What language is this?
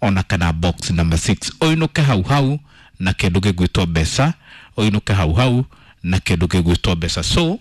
Kikuyu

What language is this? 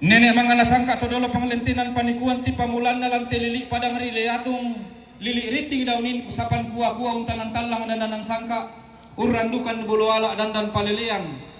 Toraja-Sa'dan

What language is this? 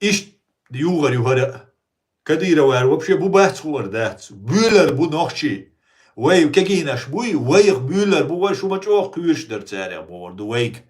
Chechen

